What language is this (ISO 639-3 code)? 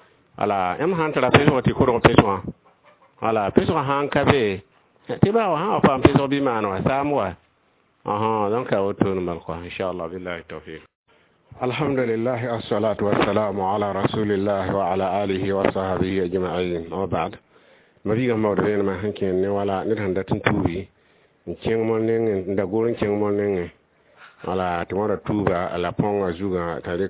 mos